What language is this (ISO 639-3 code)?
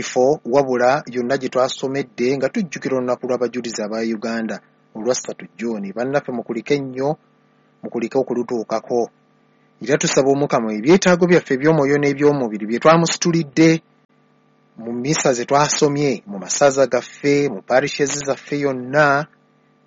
lug